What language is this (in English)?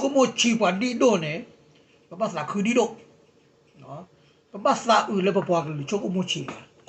S'gaw Karen